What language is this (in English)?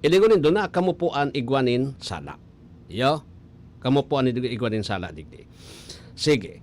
Bikol